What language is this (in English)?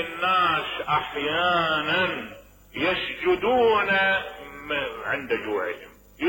Mesopotamian Arabic